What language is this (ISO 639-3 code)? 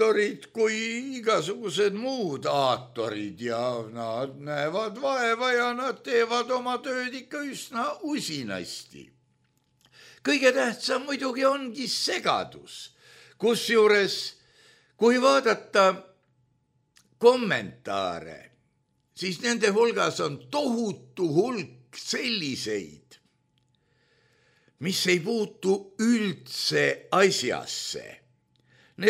est